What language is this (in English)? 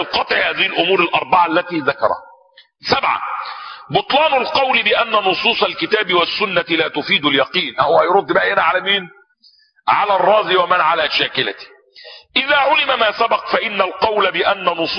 Arabic